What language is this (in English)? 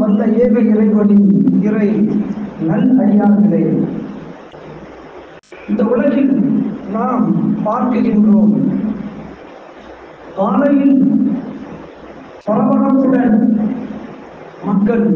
Tamil